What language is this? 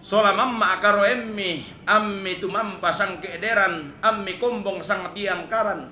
Toraja-Sa'dan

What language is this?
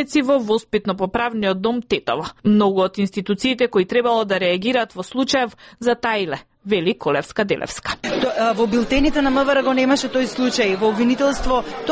Macedonian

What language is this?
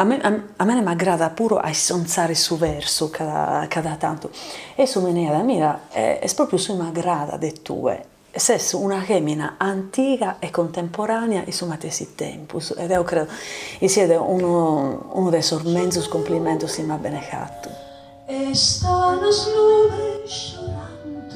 Sardinian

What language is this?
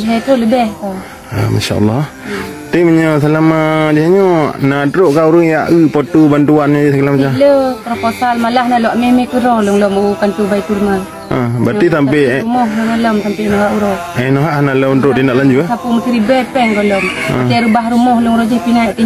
Achinese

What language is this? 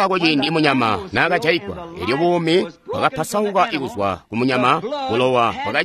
Tonga (Zambia)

